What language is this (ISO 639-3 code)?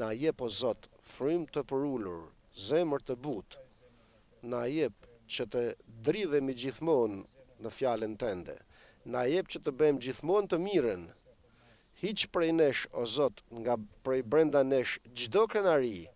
sqi